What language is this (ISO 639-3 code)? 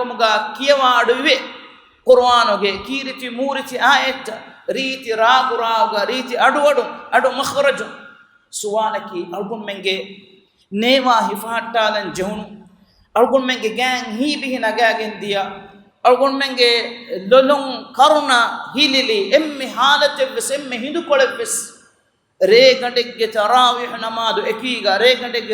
div